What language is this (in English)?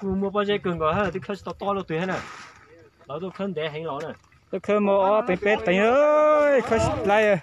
Hmong